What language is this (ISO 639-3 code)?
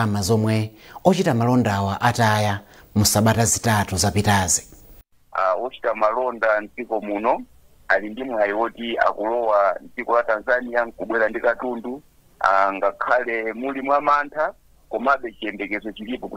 nya